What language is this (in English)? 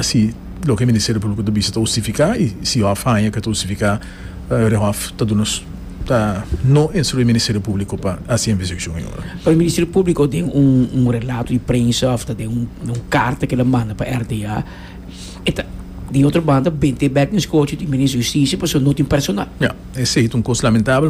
Papiamento